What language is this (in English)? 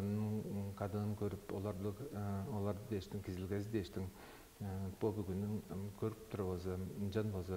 Tuvinian